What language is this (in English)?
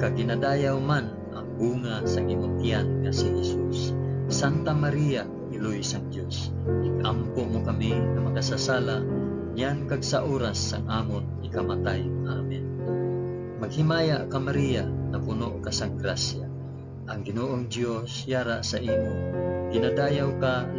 Hiligaynon